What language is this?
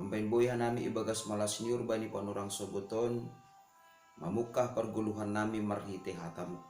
Batak Simalungun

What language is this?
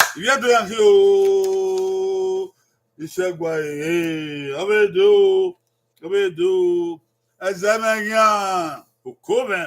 Bini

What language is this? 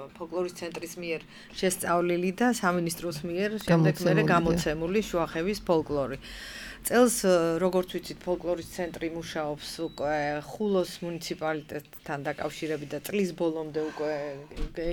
Georgian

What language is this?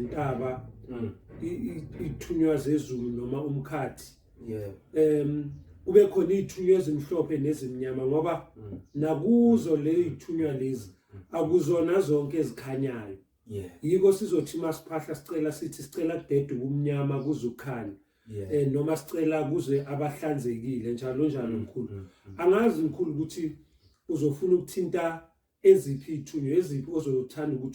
Zulu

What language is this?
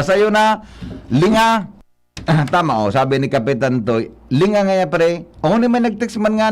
Bikol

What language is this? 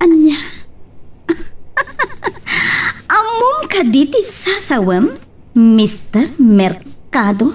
Iloko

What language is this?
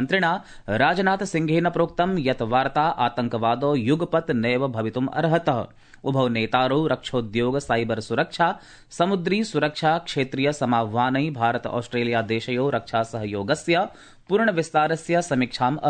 Sanskrit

